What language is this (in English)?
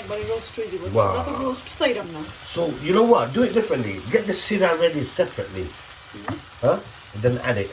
Sylheti